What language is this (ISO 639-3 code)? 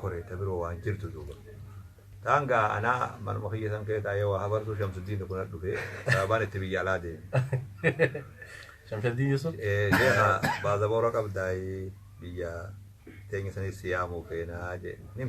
orm